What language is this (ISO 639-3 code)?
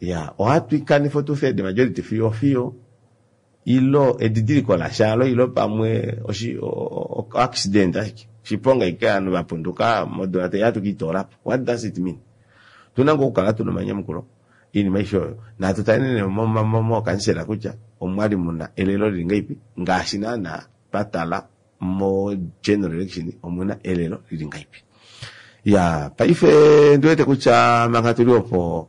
kua